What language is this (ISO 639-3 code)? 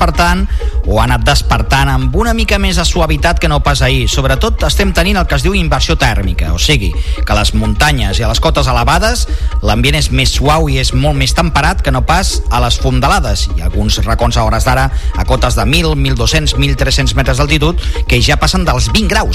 cat